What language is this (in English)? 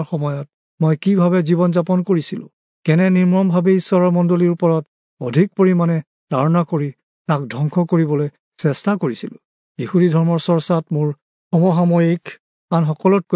Assamese